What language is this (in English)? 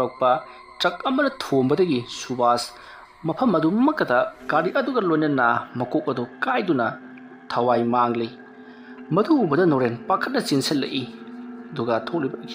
Manipuri